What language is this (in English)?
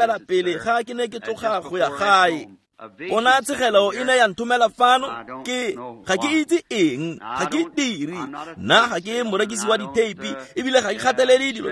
Tswana